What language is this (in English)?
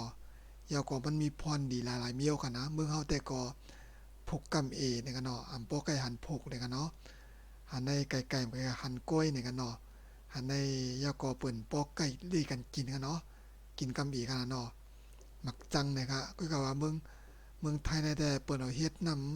Shan